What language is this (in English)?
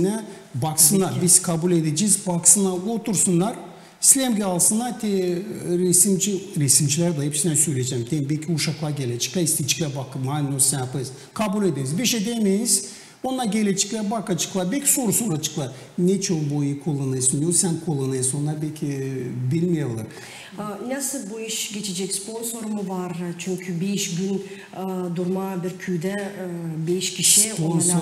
Gagauz